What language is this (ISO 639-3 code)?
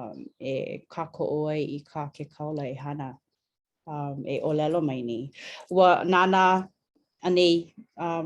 haw